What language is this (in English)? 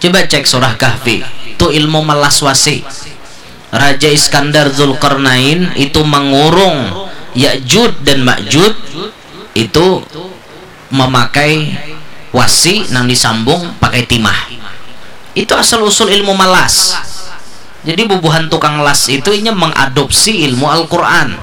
Banjar